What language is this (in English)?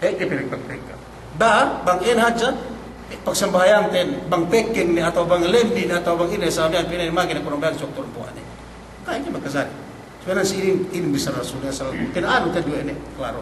Yakan